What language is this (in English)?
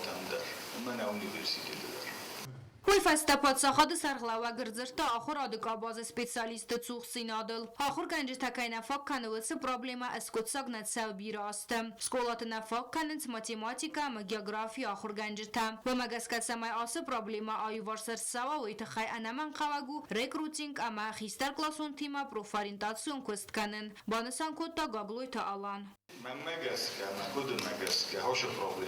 Ossetic